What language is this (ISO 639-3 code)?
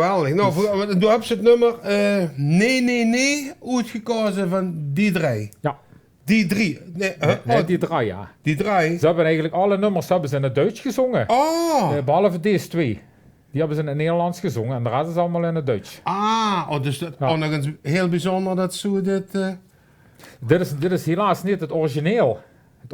lim